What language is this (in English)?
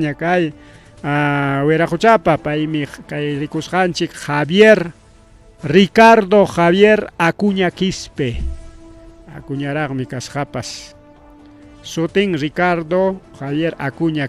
Ayacucho Quechua